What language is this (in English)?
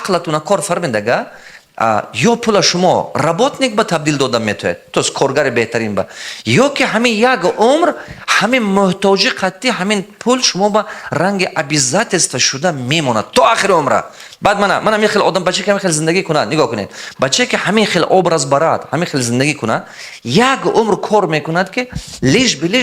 Tajik